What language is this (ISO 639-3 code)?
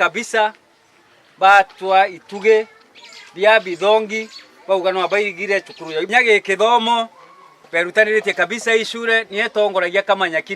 mer